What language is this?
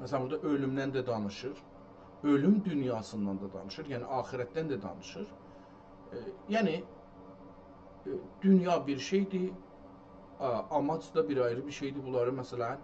South Azerbaijani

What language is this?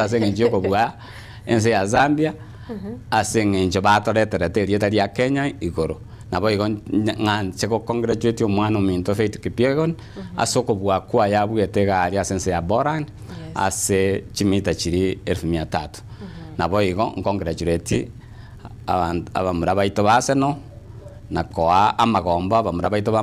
Gusii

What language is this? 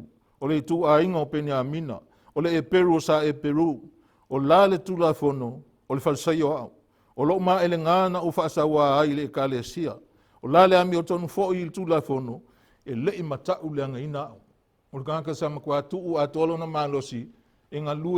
Samoan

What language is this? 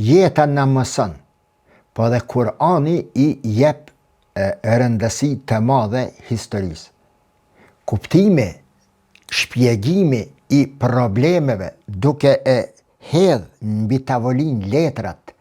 Albanian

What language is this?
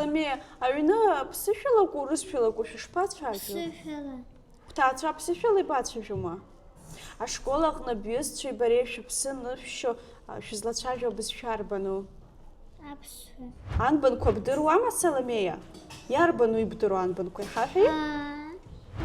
Abkhazian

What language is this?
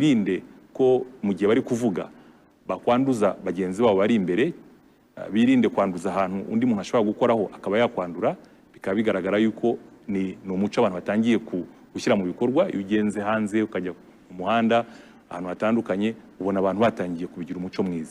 Kinyarwanda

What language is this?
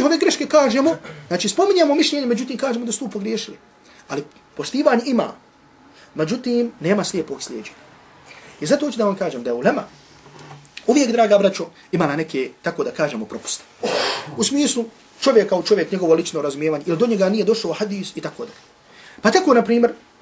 Bosnian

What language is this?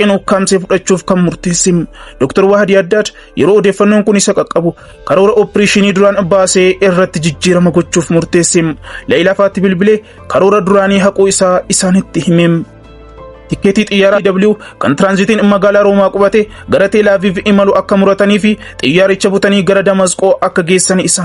Oromo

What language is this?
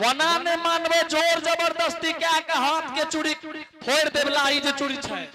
Angika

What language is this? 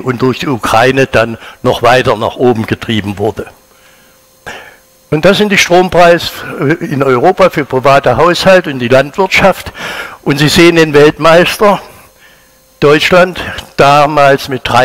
German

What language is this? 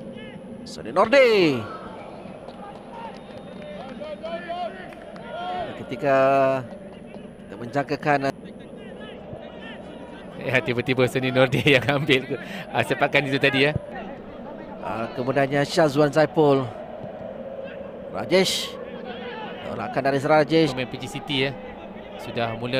Malay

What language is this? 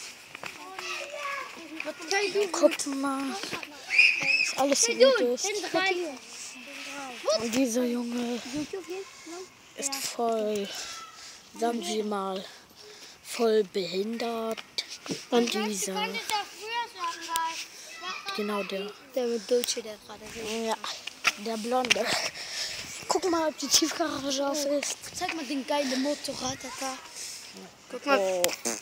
German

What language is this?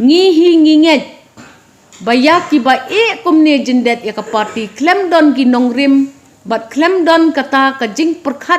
Khasi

